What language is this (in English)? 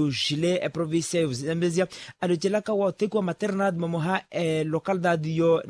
Makhuwa